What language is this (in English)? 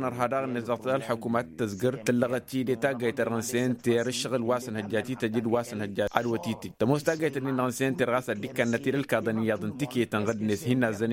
Tamasheq